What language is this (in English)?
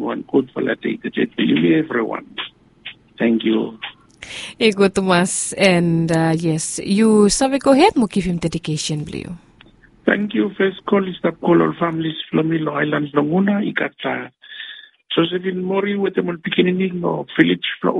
Bislama